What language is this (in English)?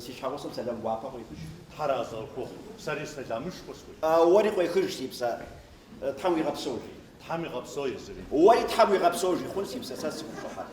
Kabardian